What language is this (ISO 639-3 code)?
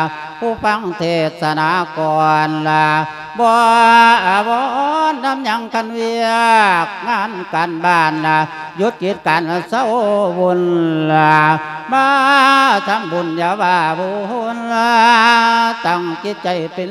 lao